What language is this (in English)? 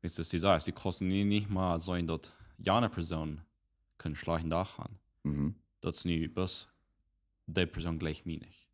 Plautdietsch